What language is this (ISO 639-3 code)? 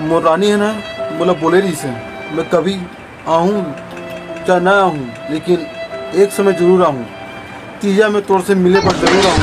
hne